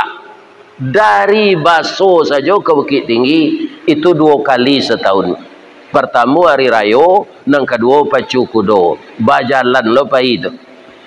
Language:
Minangkabau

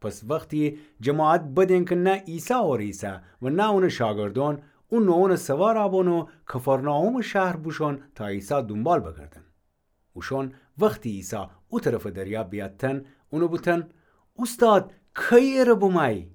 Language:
Gilaki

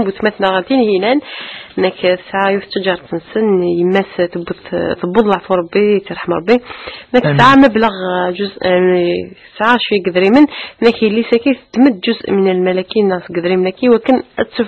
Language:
Kabyle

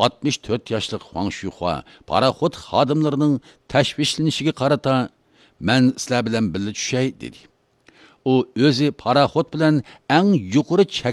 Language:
Uyghur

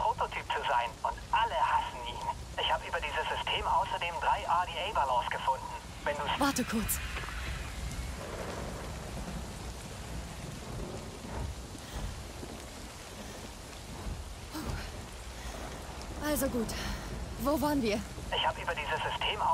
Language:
German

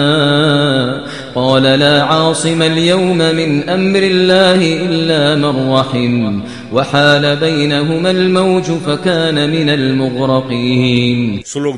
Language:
Kashmiri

